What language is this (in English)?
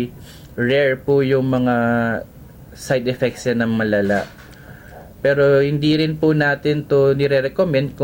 Filipino